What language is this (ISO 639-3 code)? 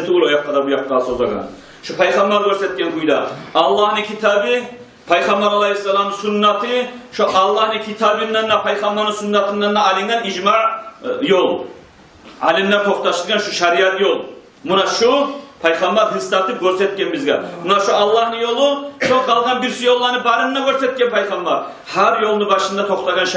kum